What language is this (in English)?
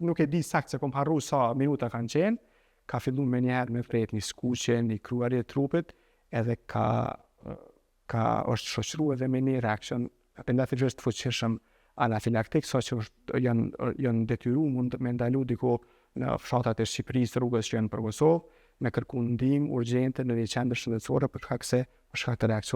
Albanian